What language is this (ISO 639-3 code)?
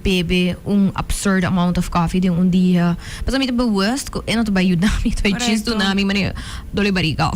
pap